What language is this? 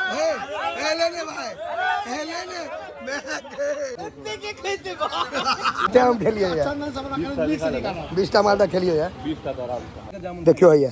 Maithili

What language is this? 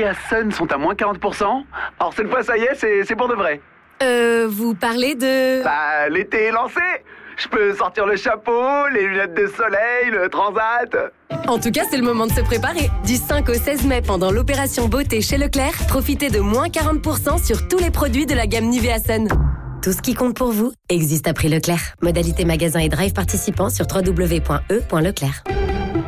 French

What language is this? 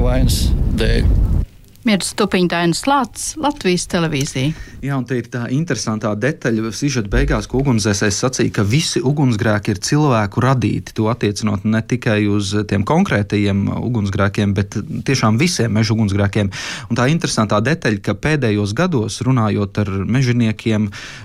Latvian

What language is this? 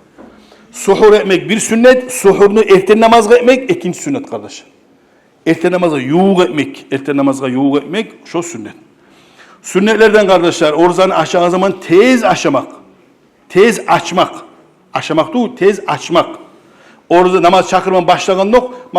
Kumyk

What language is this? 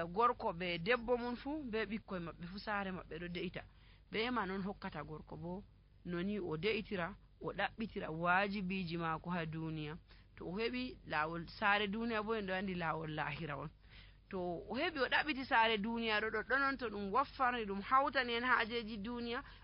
Nigerian Fulfulde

